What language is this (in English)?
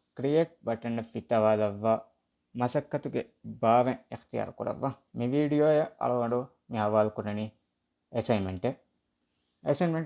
Divehi